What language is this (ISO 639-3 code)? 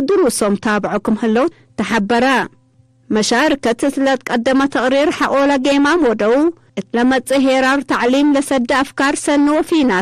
tig